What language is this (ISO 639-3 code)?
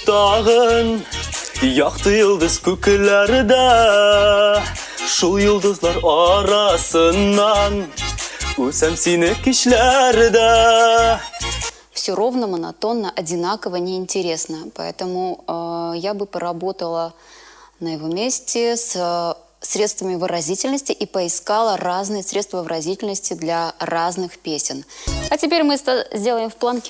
tat